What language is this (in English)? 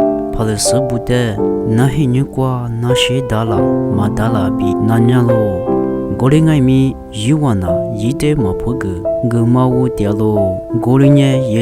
Lisu